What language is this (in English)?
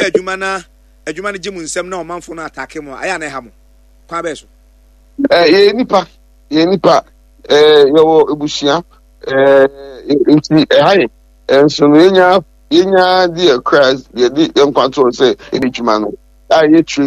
Akan